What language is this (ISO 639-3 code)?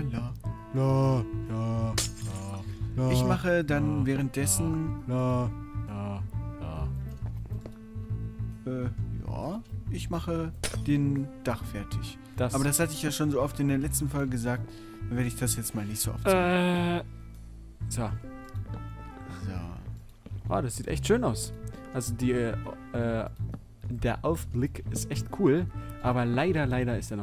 deu